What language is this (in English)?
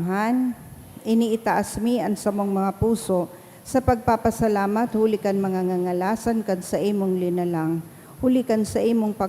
Bikol